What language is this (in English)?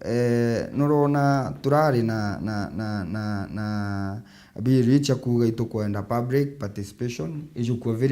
Meru